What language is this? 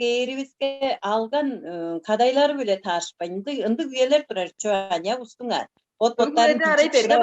Tuvinian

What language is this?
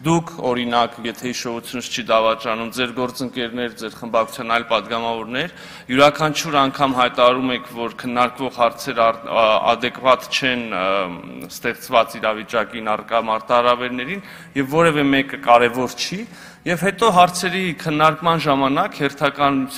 Armenian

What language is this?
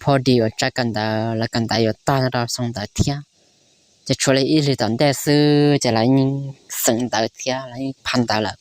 Hmong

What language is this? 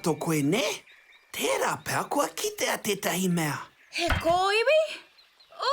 Māori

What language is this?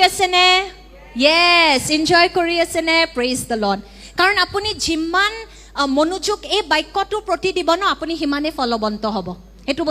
Assamese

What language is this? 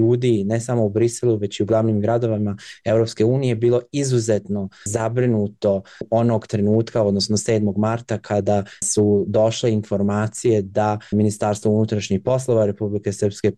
Bosnian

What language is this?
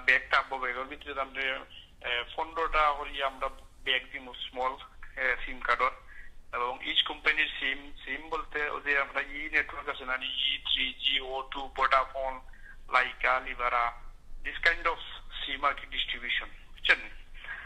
Sylheti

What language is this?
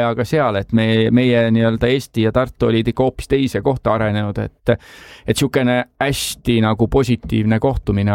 Estonian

